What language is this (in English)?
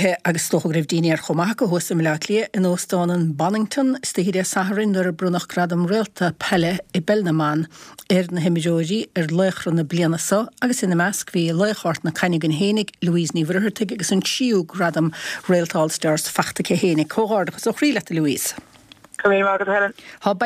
Irish